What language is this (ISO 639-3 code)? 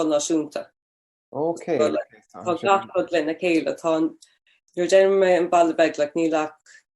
gle